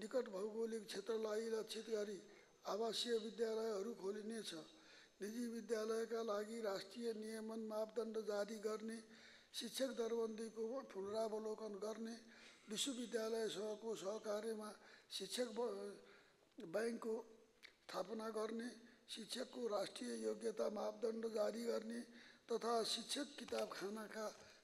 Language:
Nepali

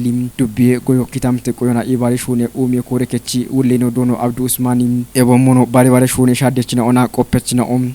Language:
Kafa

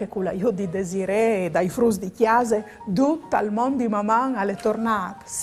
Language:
Friulian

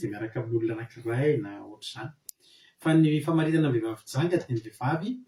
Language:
Malagasy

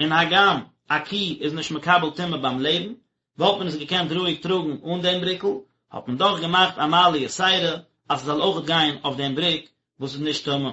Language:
Yiddish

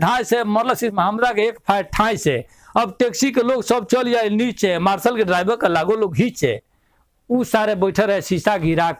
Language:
Bhojpuri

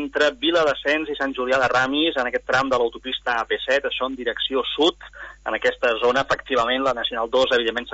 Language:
Catalan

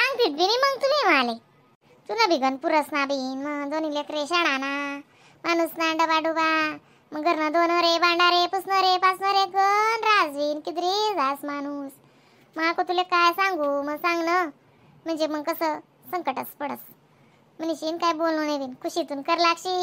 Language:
Khandesi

